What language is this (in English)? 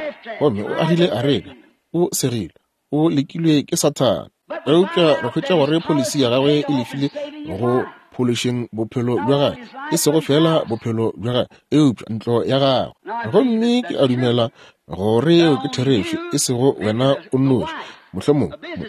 Northern Sotho